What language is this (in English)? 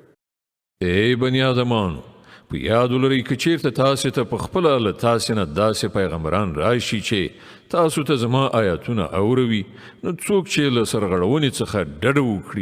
Pashto